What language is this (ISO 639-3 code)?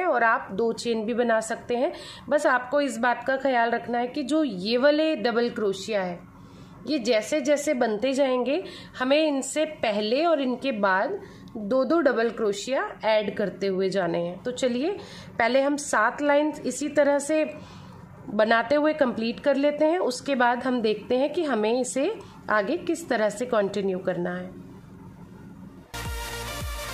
hin